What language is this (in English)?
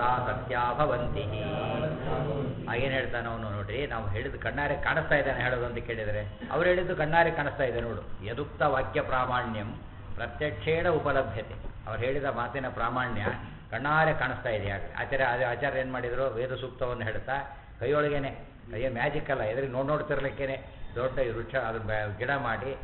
Kannada